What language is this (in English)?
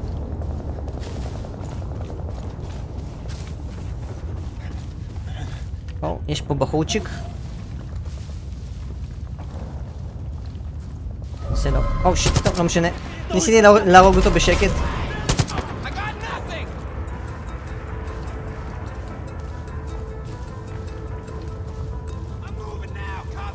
Hebrew